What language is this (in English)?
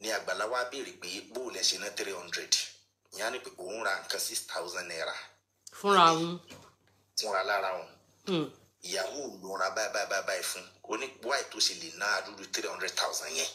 Yoruba